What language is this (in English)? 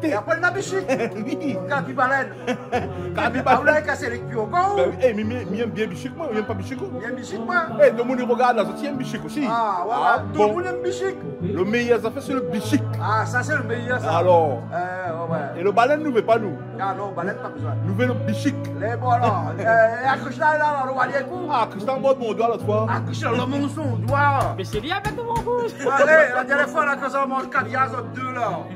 Réunion Creole French